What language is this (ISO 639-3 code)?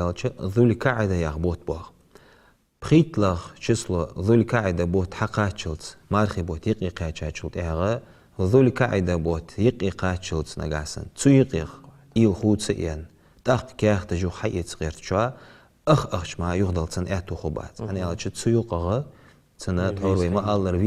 inh